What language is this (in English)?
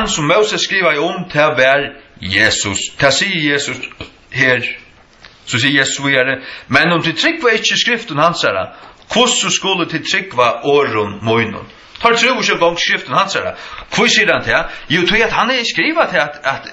Faroese